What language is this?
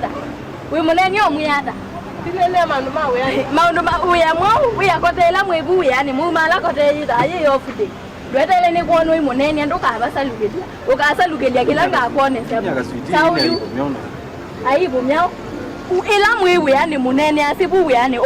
Kamba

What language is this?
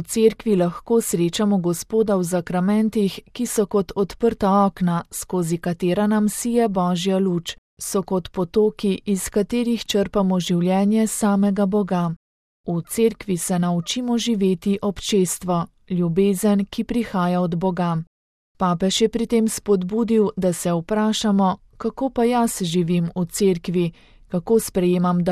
Slovenian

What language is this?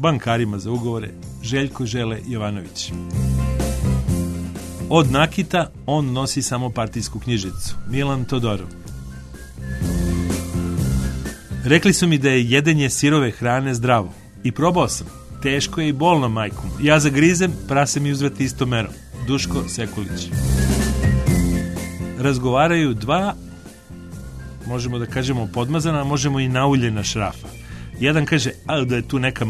Serbian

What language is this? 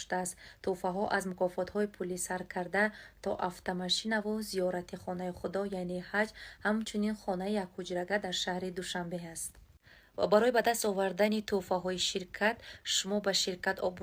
Tajik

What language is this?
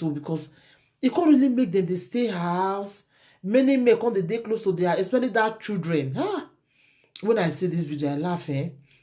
Nigerian Pidgin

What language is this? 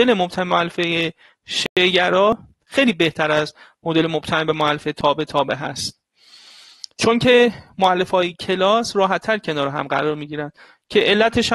Persian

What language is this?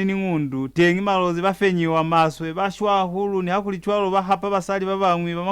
Lozi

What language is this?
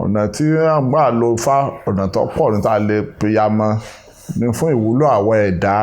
Yoruba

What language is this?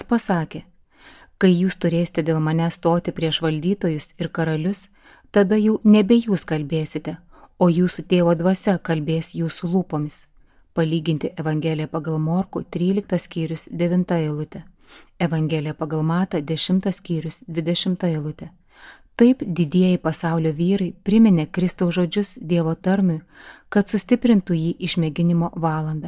Lithuanian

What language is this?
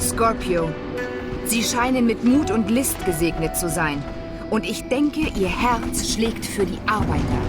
Bavarian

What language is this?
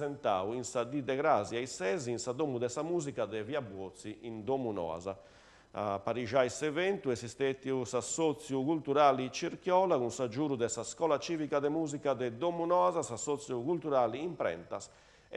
Sardinian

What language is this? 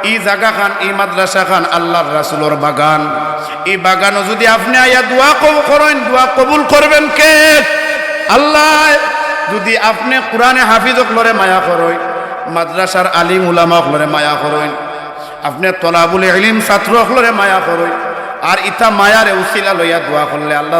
Sylheti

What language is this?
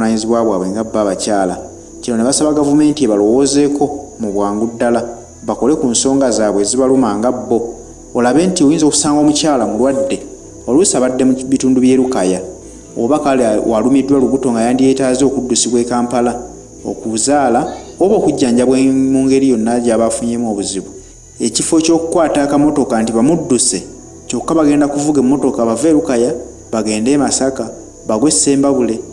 Ganda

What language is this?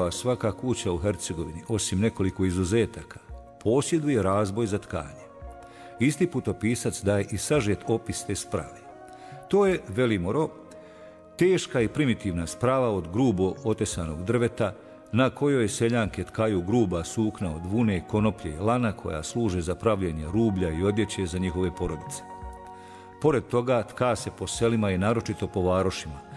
Bosnian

